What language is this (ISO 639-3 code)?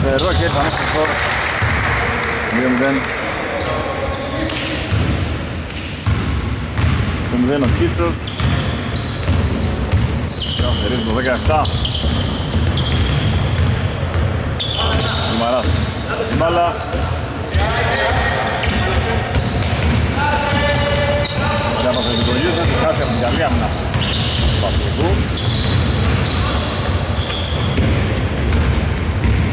ell